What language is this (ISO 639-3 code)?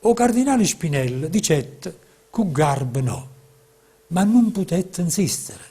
nap